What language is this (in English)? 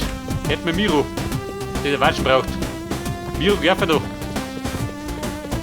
Bavarian